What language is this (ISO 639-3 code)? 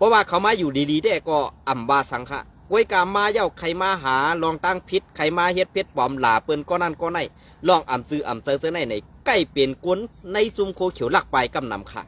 shn